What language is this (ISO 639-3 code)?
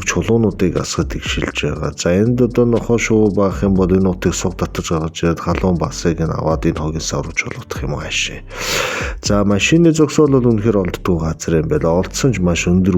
mon